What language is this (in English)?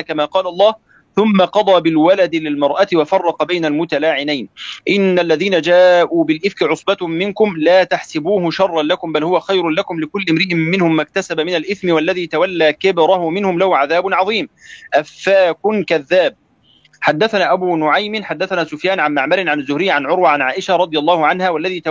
Arabic